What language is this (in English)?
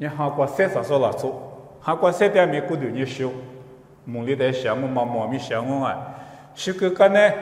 Lisu